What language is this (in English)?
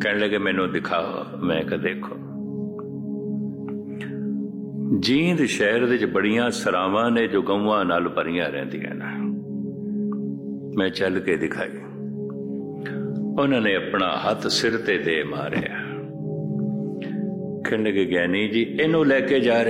Punjabi